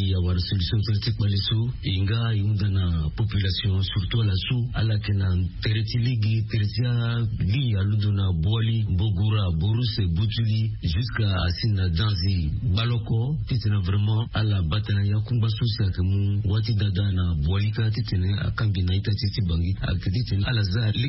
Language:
Sango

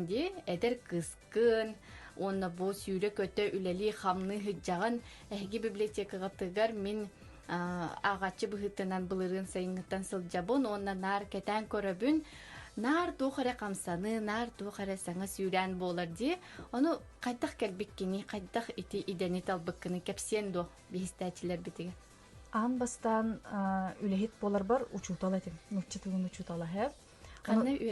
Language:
Yakut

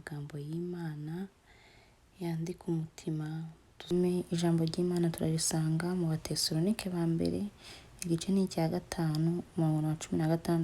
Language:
Kinyarwanda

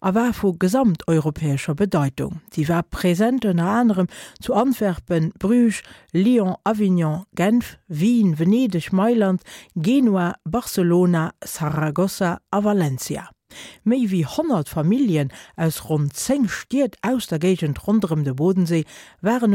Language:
Luxembourgish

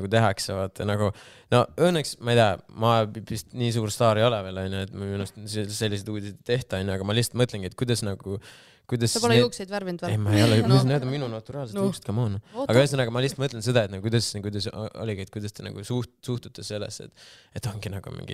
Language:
Estonian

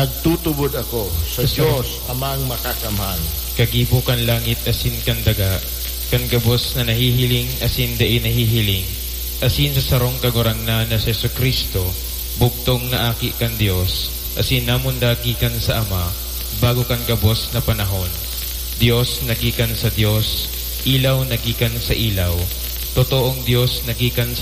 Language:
Bikol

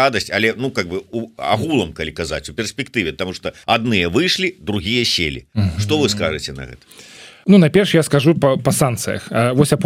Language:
Belarusian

